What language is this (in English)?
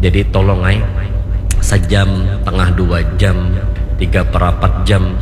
Banjar